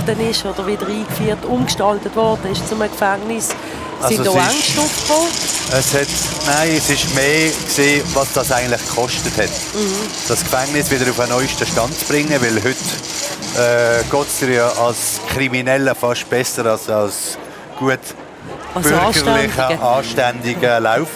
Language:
Swiss German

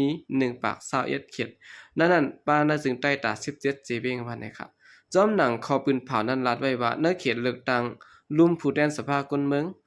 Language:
Shan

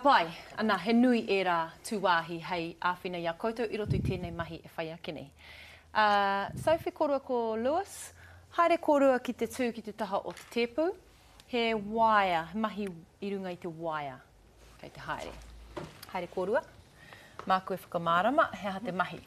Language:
Māori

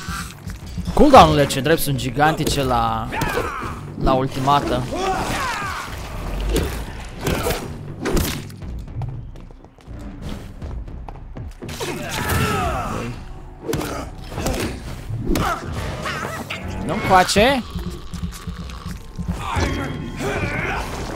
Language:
Romanian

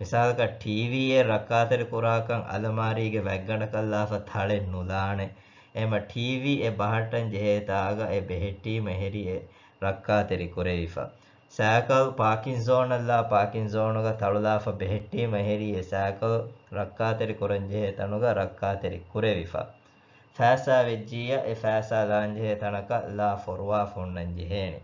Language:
Divehi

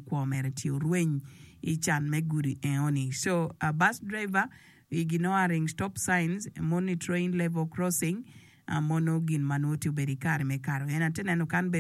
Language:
Acoli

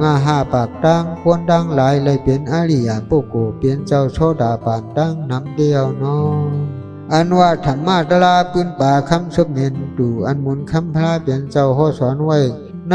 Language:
Shan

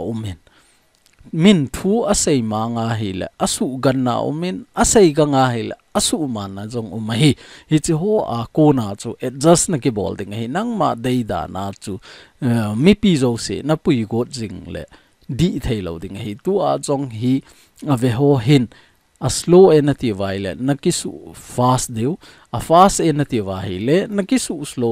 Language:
Thado Chin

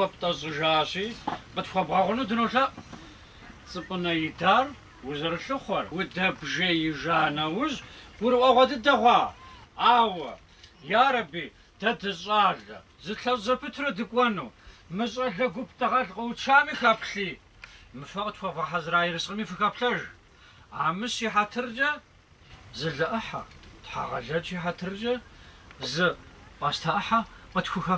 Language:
Kabardian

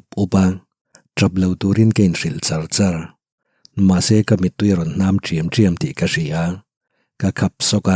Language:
Mizo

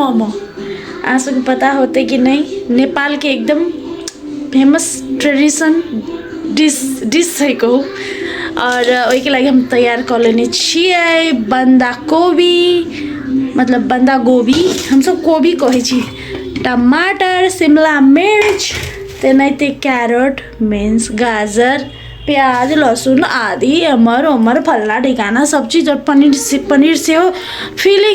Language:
Maithili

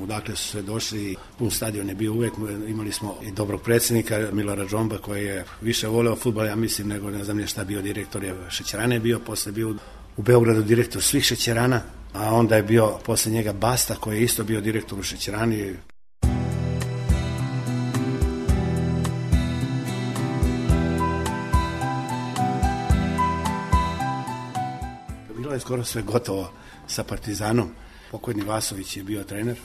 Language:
Serbian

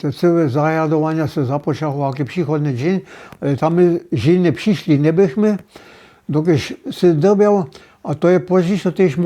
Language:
Upper Sorbian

